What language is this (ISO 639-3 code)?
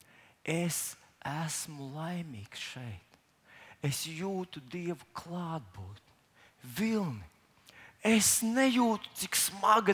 lav